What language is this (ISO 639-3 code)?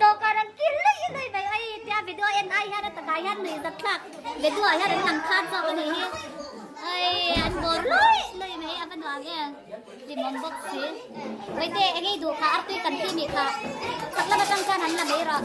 lus